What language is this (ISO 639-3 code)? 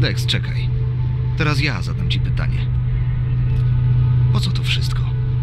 pol